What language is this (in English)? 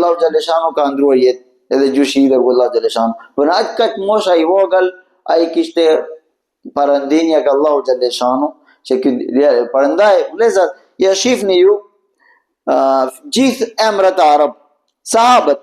Albanian